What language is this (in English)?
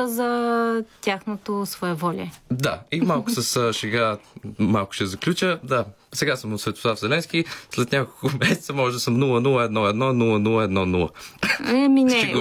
Bulgarian